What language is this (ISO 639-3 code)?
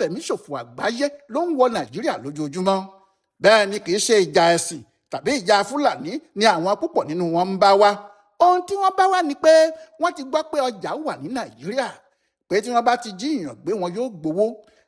yor